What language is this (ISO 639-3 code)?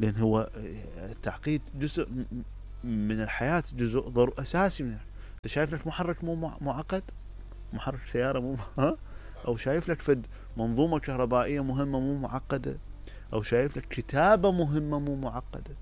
acm